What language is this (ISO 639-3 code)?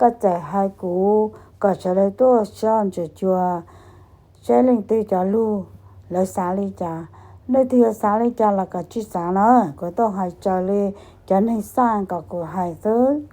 hmn